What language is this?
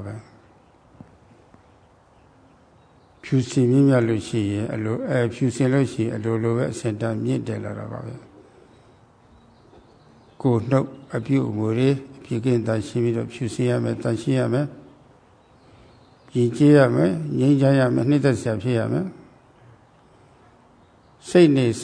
Burmese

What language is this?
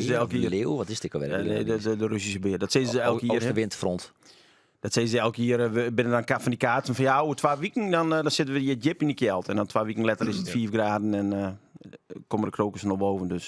Western Frisian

